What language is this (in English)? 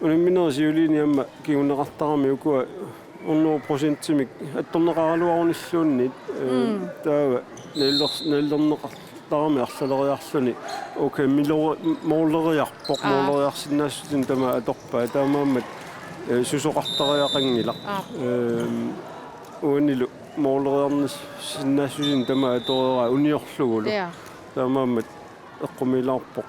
Kalaallisut